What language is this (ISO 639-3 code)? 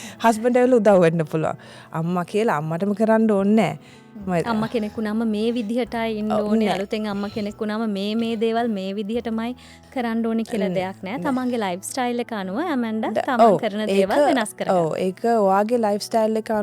sin